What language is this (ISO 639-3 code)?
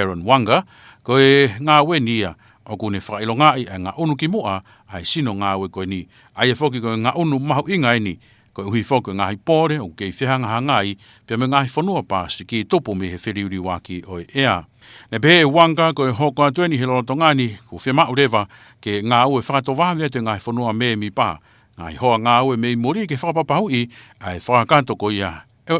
ton